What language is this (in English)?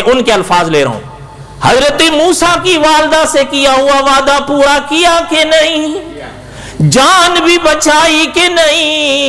Urdu